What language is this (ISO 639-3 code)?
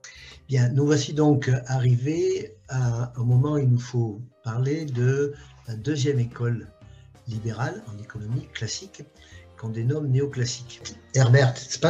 fra